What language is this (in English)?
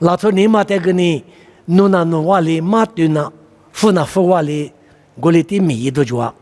Lisu